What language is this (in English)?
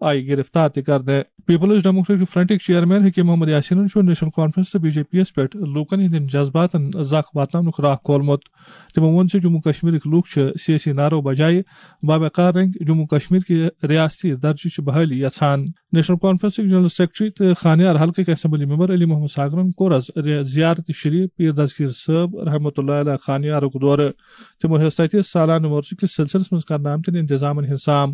Kashmiri